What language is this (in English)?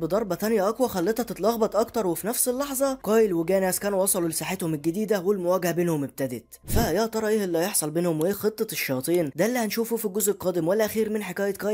Egyptian Arabic